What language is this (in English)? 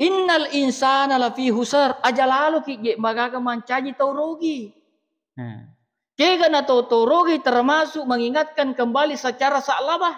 Buginese